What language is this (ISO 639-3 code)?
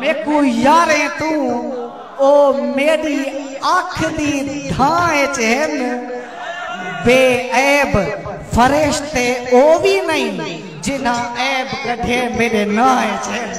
skr